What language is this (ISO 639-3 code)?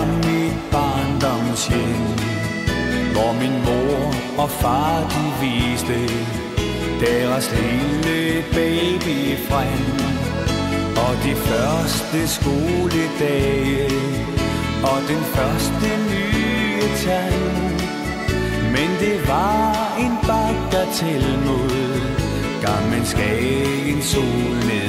dan